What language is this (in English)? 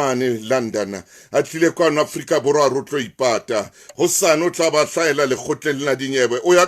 Southern Sotho